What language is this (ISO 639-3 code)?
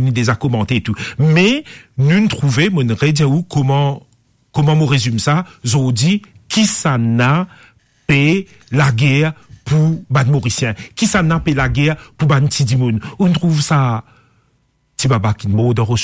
mfe